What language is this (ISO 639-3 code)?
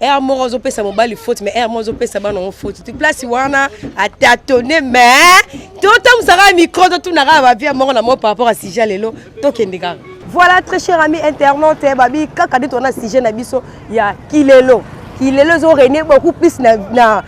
lin